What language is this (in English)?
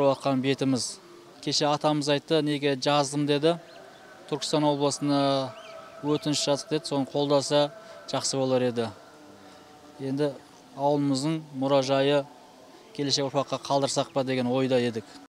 Kazakh